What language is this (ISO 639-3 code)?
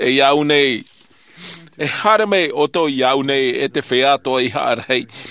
tah